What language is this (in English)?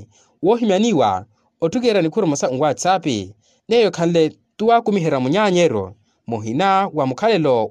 Makhuwa